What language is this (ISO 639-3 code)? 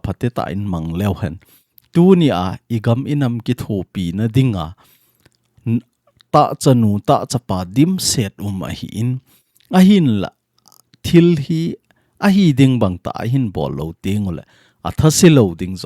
tcz